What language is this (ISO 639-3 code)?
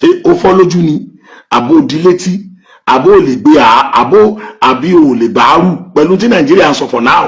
yor